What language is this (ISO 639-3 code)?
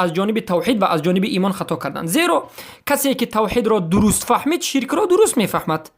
fas